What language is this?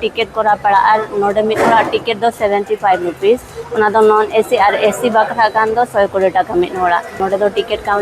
Santali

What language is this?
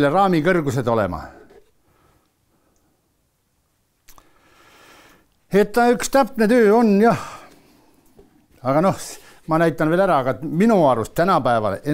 Estonian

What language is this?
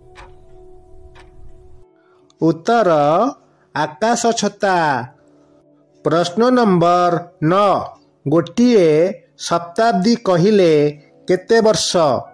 Odia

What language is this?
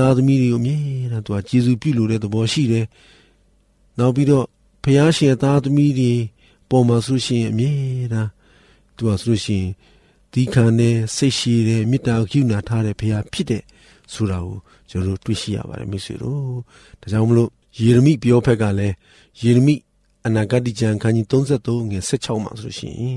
Burmese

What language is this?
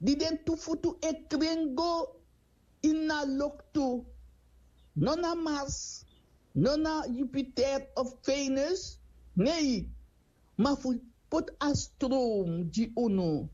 Sranan Tongo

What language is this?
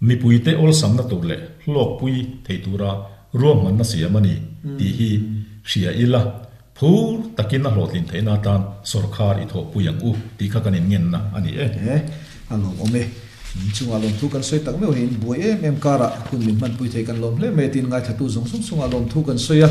Mizo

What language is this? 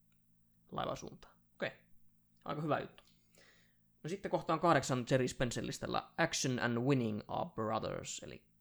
Finnish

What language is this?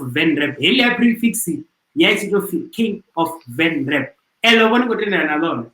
Venda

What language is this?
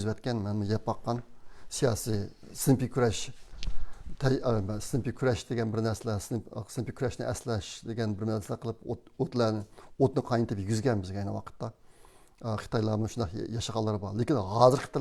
Uyghur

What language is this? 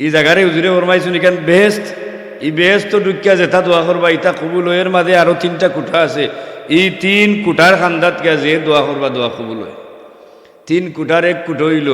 Sylheti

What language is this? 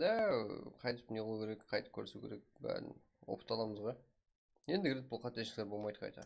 Kara-Kalpak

